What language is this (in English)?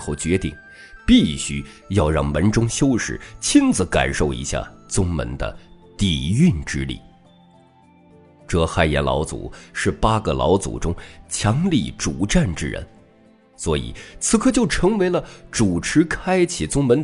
Chinese